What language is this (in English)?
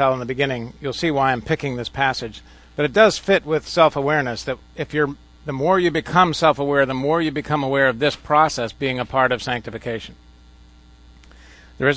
English